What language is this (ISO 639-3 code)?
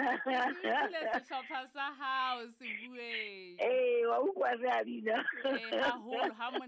sot